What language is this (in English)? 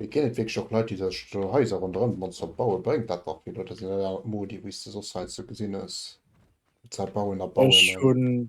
Luxembourgish